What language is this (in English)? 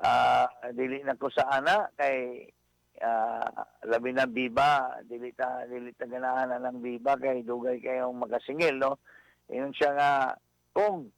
Cebuano